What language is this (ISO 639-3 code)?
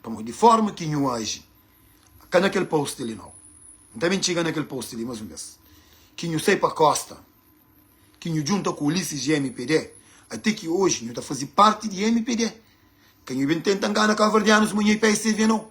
kea